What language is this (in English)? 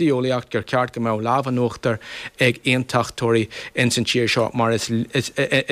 Irish